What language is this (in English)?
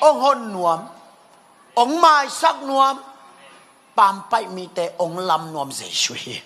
Tedim Chin